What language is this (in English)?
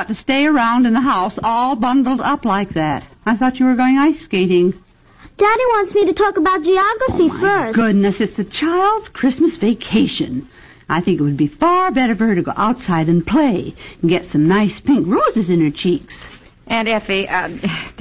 English